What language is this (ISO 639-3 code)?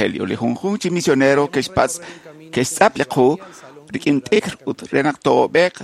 kek